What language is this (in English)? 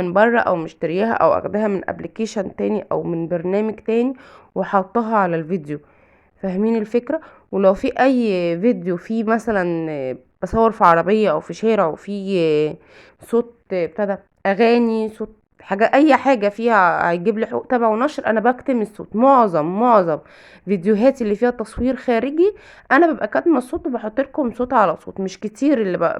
Egyptian Arabic